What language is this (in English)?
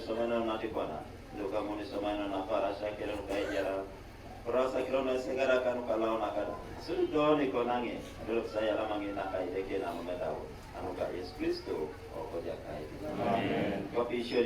Teso